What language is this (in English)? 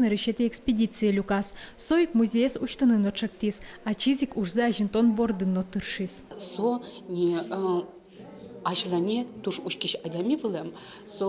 Udmurt